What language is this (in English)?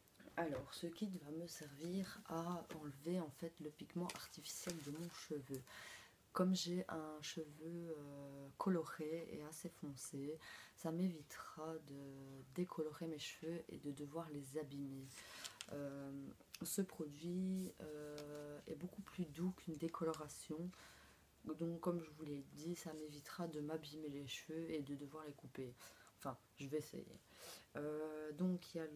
French